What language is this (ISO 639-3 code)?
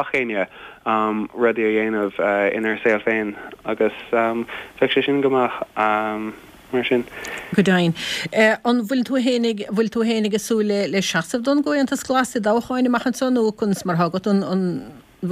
gle